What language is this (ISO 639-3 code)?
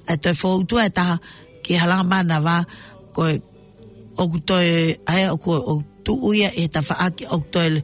ton